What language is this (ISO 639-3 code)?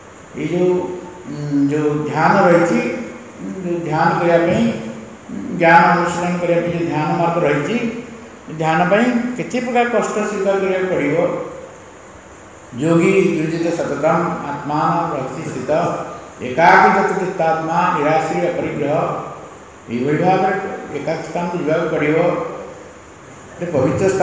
ori